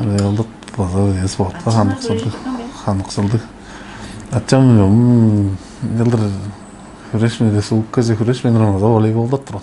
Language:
Tuvinian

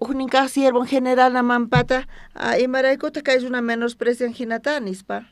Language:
South Bolivian Quechua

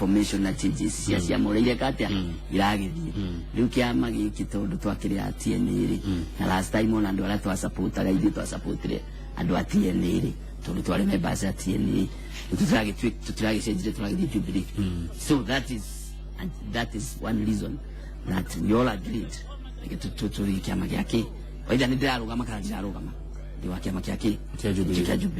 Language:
Kikuyu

